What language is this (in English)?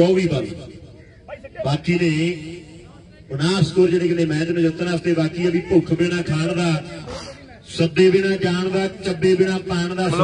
Punjabi